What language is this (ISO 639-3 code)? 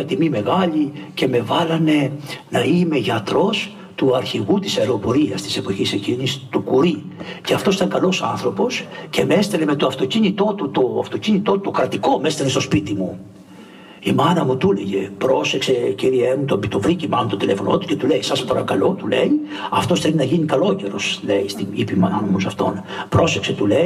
ell